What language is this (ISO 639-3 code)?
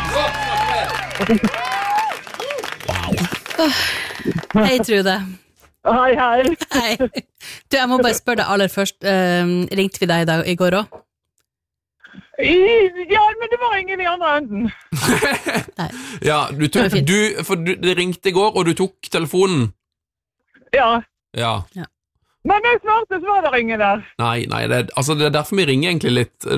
nor